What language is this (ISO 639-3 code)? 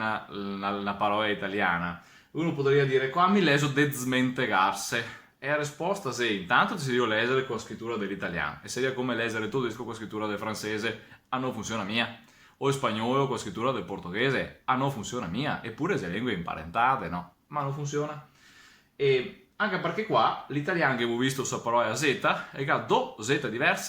vec